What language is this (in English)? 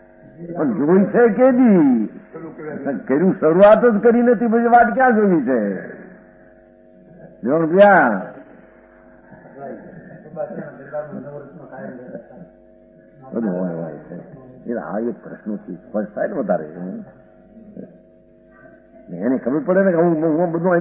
Gujarati